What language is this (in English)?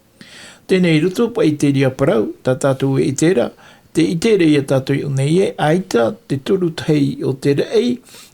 Tahitian